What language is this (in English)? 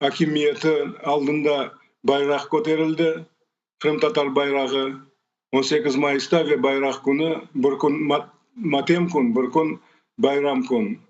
Crimean Tatar